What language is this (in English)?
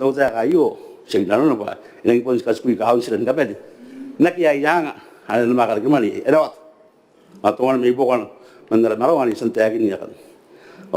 Gilbertese